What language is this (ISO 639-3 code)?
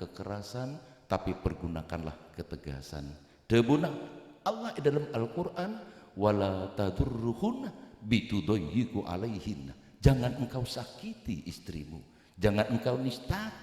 mad